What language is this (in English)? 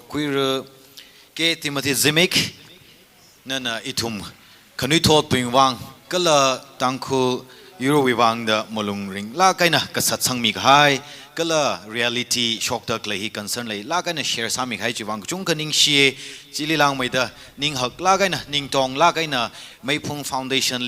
Tangkhul Naga (India)